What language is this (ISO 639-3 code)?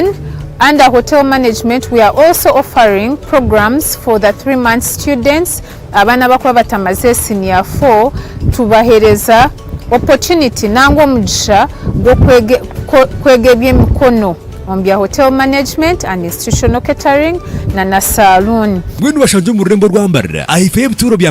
nyn